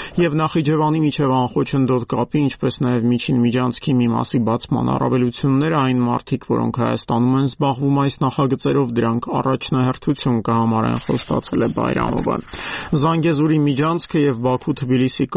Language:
Armenian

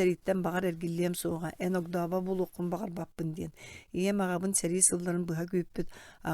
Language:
Yakut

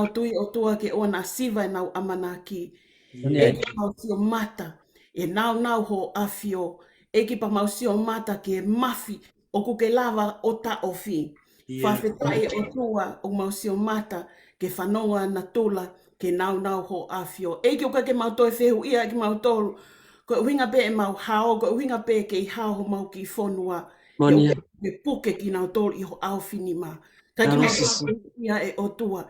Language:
Tongan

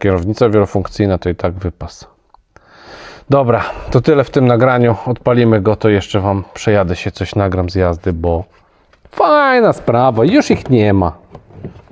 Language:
Polish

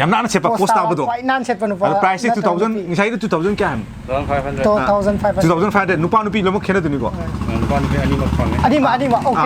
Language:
Manipuri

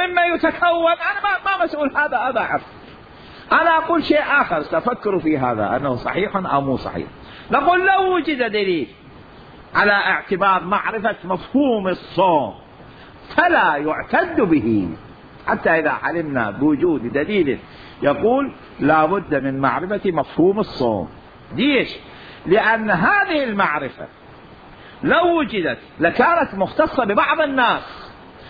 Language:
Mesopotamian Arabic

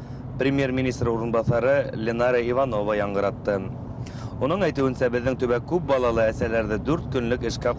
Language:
Bashkir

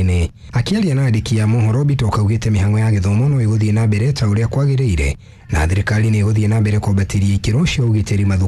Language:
Kikuyu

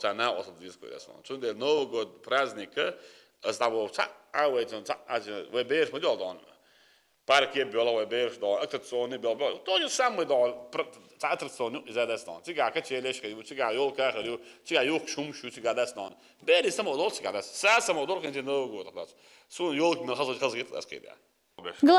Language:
Chechen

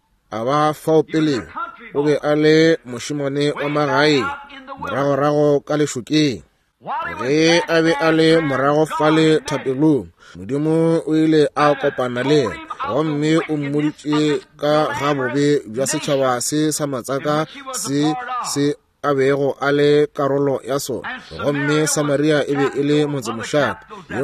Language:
Northern Sotho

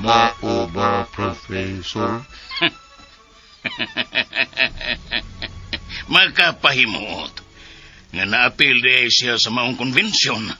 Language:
Cebuano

